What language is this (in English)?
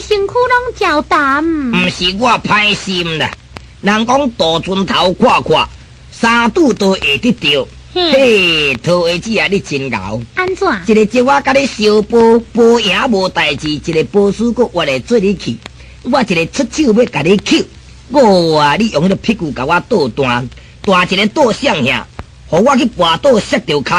Min Nan Chinese